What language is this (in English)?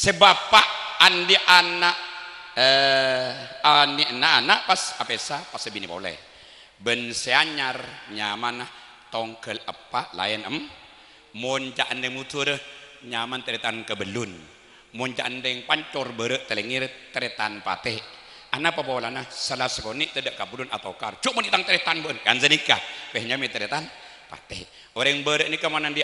Madurese